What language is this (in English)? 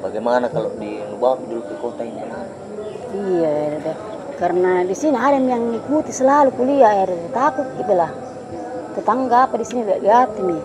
Makassar Malay